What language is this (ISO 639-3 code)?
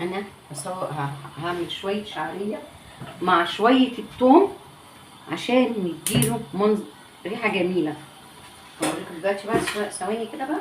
arz